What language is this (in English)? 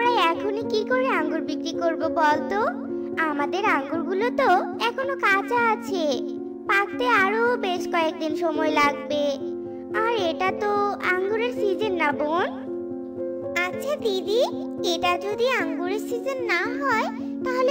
Bangla